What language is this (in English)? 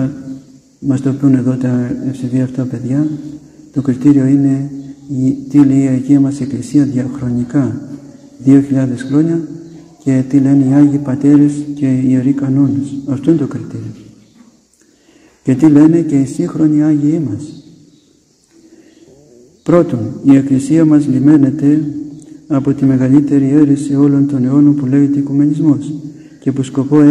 Greek